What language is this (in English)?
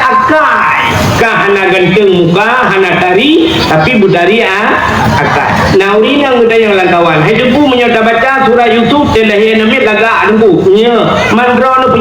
Achinese